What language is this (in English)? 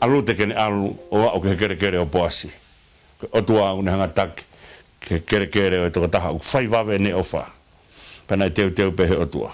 Tongan